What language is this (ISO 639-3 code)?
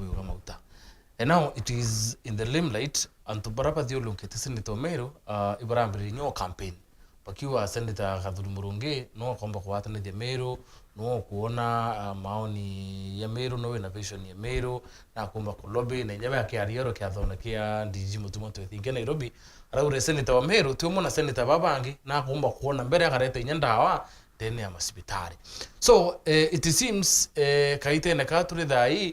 mer